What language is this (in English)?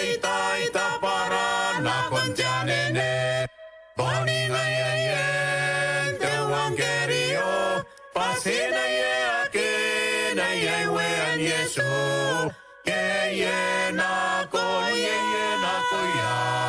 Gilbertese